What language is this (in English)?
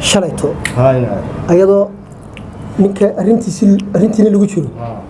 Somali